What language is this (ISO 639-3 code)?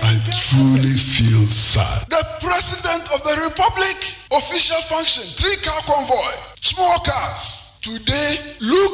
aka